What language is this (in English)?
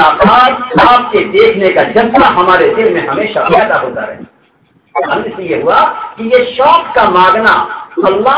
Urdu